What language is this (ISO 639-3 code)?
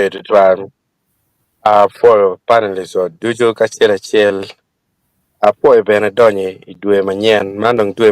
ach